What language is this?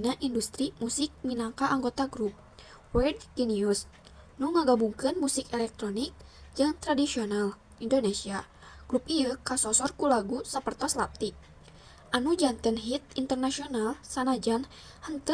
Sundanese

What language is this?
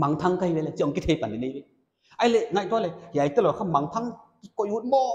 Paite Chin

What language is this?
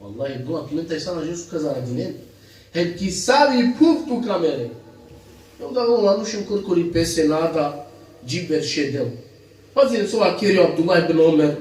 Balkan Romani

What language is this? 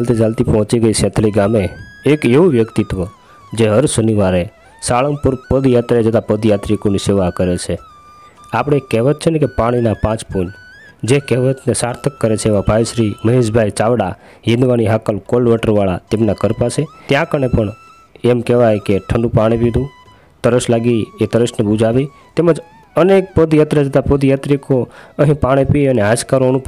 Gujarati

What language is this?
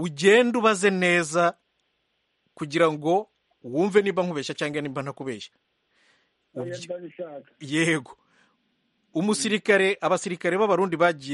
Kinyarwanda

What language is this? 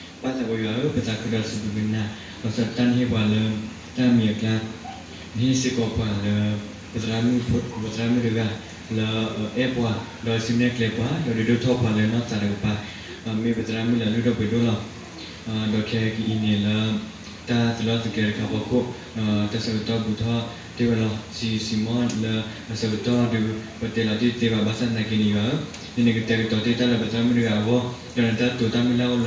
S'gaw Karen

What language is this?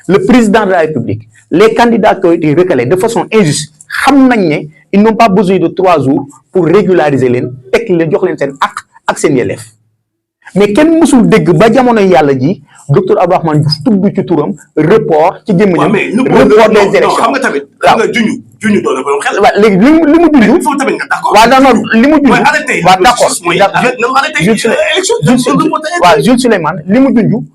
Wolof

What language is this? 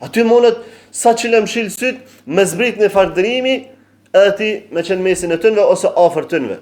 Albanian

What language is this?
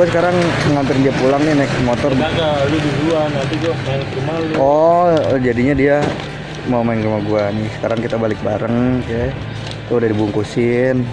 Betawi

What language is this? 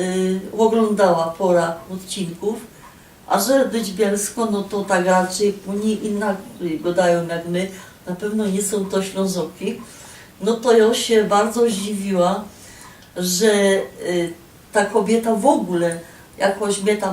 Silesian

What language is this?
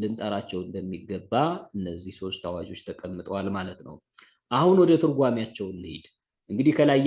Amharic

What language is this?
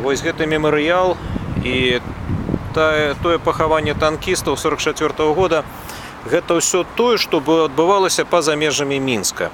Belarusian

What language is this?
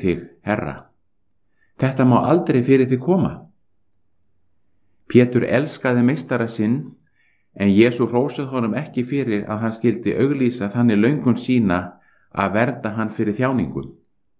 Icelandic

